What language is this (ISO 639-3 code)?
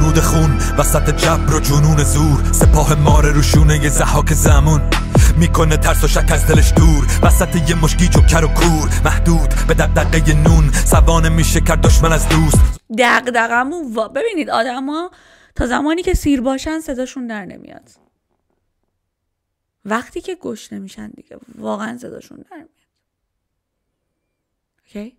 fas